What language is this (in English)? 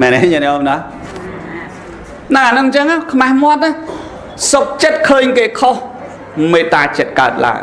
Khmer